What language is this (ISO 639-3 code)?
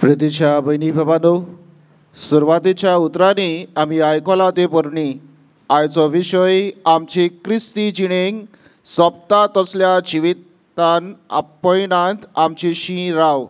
kok